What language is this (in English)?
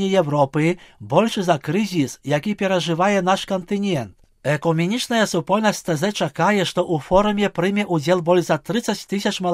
Belarusian